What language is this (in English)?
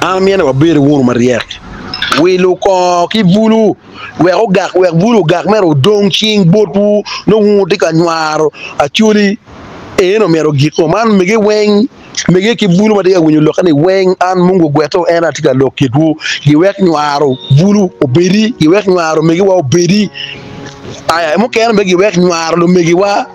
Acoli